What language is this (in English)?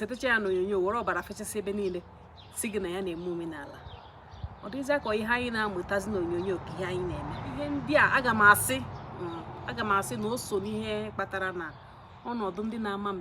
Igbo